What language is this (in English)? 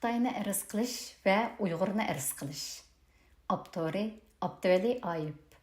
Uyghur